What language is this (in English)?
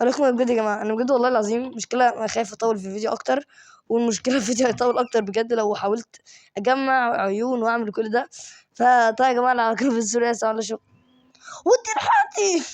Egyptian Arabic